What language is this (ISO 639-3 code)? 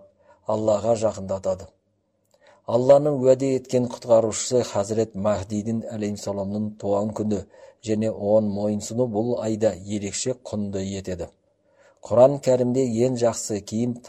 kaz